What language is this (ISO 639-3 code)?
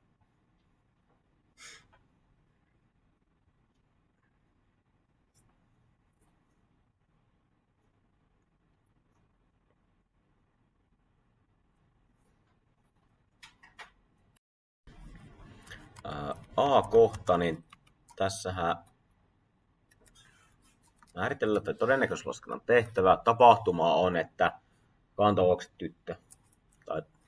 fin